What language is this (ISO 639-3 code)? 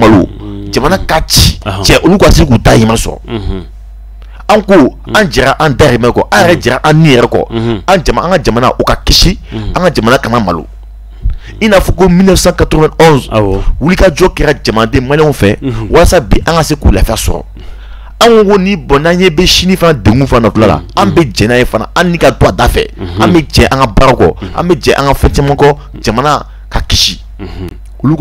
bam